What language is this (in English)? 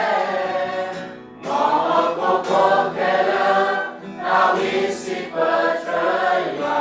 S'gaw Karen